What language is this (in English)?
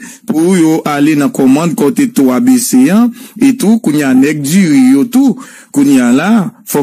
Haitian Creole